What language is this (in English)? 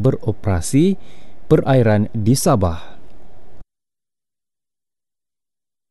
Malay